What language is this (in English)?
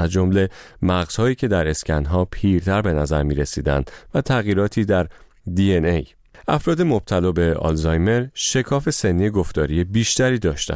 Persian